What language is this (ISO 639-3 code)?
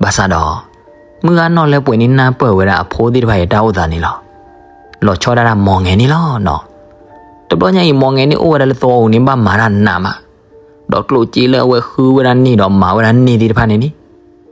ksw